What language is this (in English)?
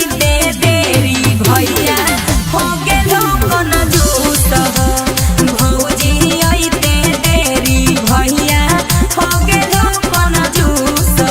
Magahi